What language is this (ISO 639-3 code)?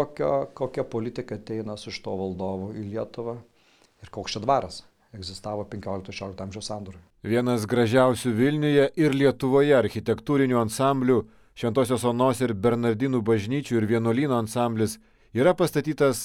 lit